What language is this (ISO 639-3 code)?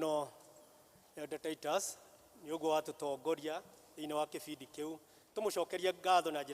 kik